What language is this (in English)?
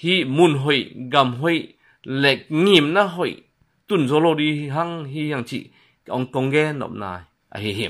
Tedim Chin